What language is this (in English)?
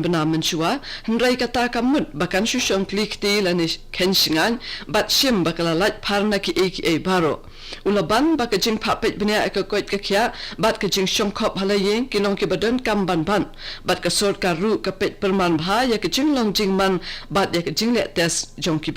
Khasi